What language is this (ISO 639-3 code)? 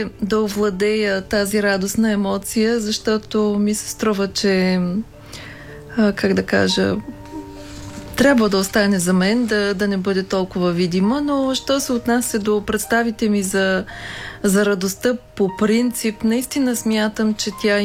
bul